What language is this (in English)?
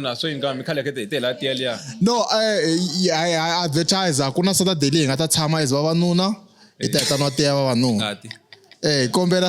Tsonga